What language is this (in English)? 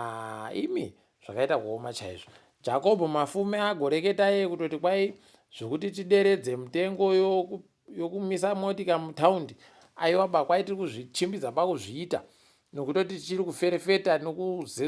Ndau